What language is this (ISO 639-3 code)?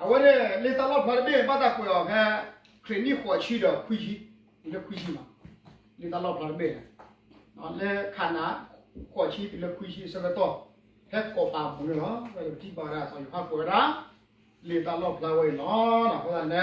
ksw